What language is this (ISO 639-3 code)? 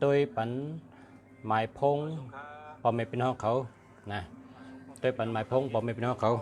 shn